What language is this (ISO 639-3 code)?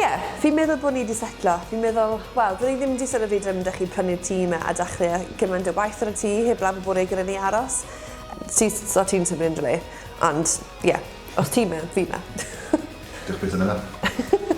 cym